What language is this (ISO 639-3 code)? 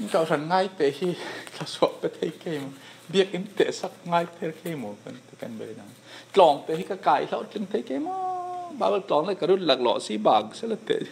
cfm